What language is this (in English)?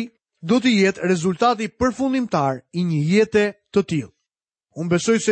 Albanian